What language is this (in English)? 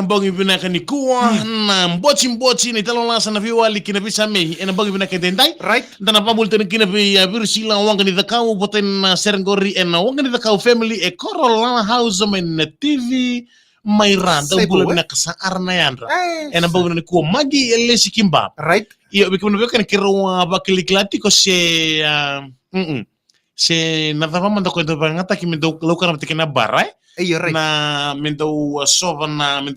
Fijian